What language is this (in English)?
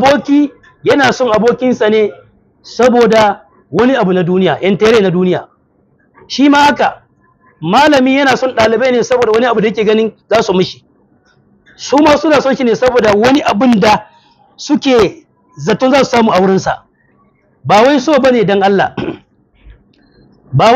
Hausa